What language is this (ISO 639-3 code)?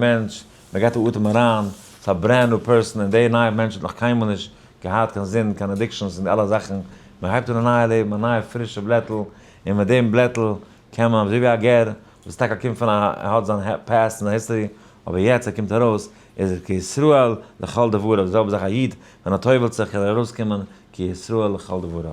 yid